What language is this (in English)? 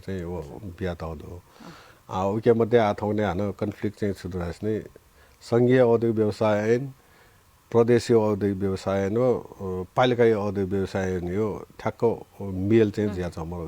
Newari